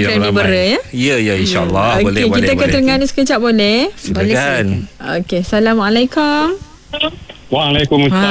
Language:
Malay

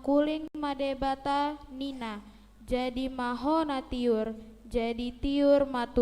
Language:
Batak Toba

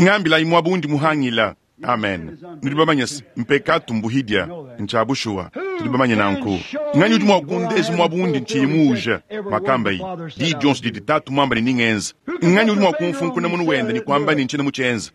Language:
Luba-Lulua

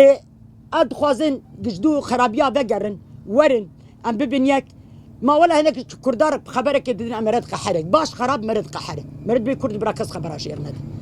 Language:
Kurdish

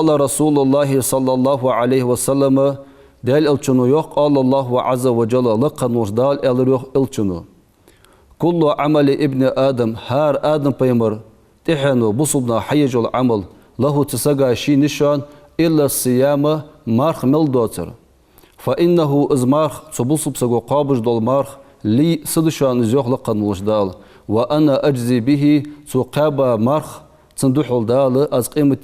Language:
Ingush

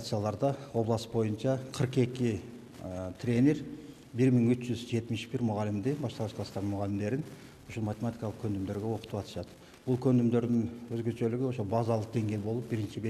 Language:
Kyrgyz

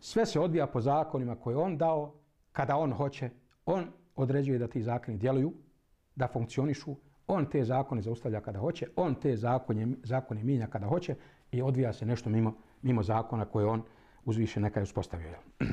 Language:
Bosnian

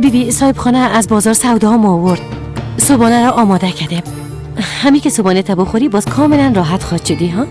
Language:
Persian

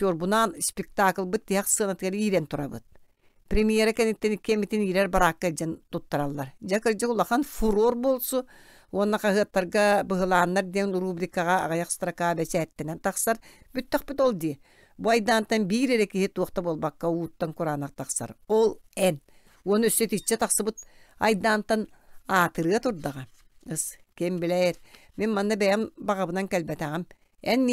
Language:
Yakut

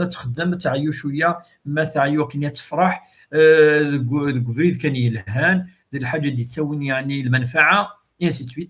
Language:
Kabyle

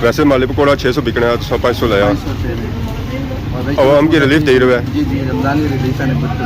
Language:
Pahari-Potwari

